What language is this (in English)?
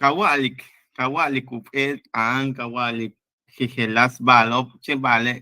Yucateco